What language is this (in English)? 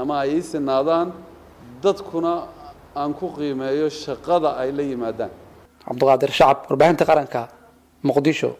Somali